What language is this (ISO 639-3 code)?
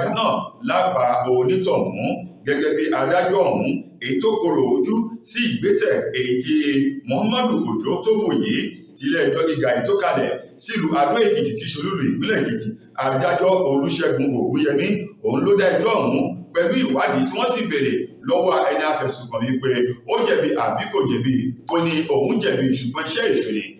yor